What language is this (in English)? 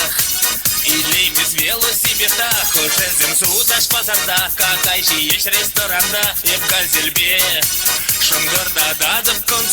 Chuvash